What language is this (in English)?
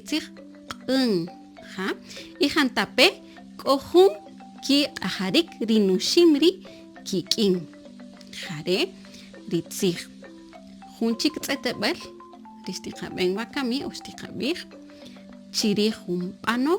Kaqchikel